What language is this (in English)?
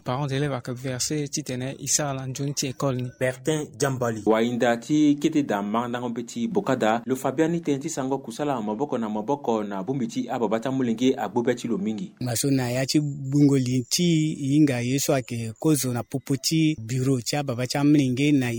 Sango